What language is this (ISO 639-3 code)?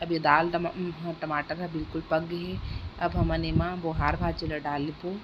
hne